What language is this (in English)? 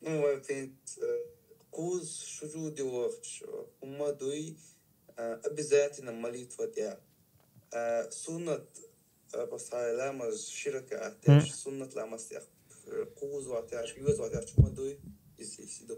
Chechen